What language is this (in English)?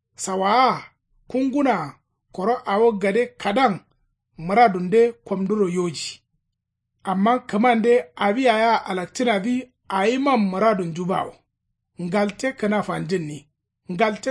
Kanuri